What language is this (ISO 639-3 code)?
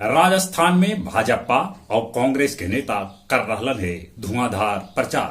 mag